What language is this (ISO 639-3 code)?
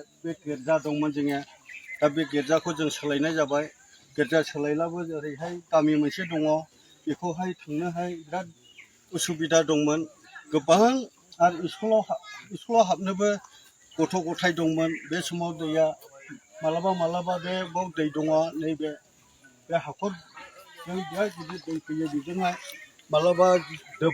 brx